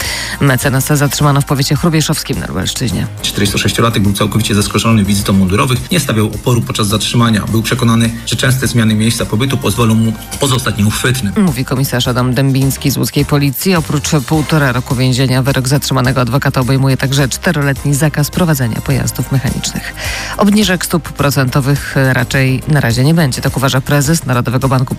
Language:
Polish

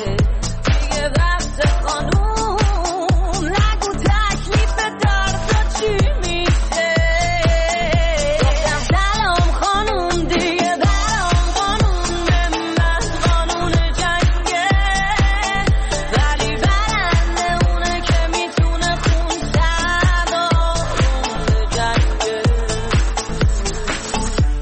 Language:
Persian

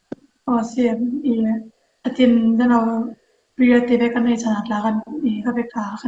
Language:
Falam Chin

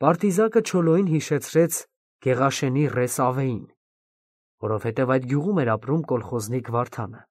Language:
Armenian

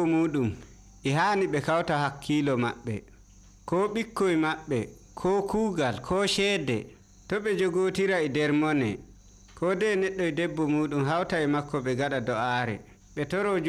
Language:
Nigerian Fulfulde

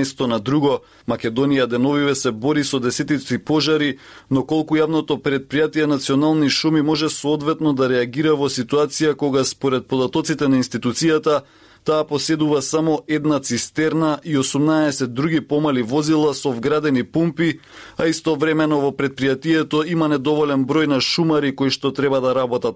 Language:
Macedonian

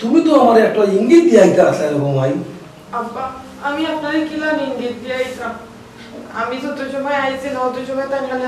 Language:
Sylheti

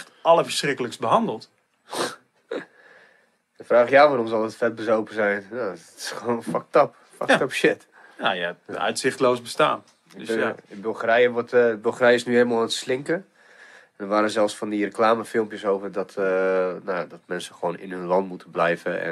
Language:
Dutch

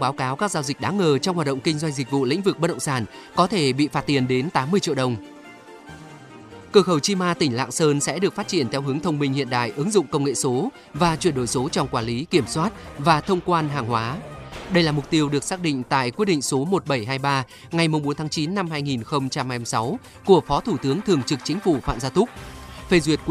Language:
Vietnamese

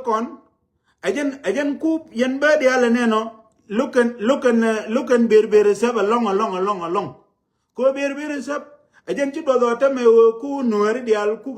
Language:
Nuer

